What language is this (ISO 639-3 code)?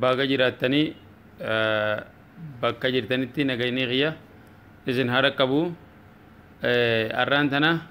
orm